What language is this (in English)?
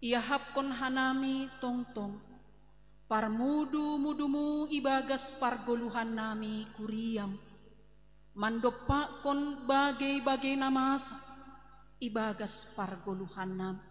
Batak Simalungun